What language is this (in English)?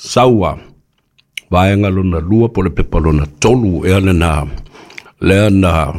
Samoan